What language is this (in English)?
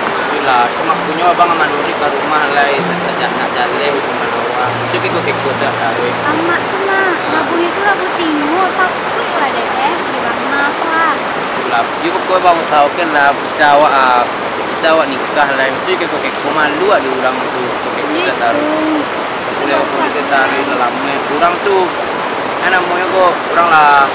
Minangkabau